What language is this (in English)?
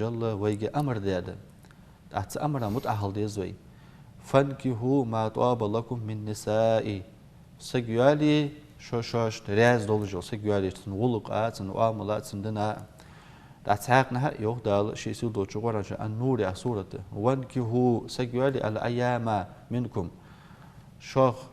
Ingush